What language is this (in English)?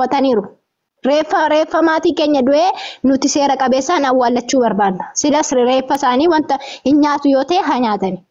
Oromo